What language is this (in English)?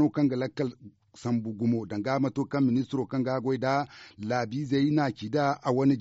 Zarma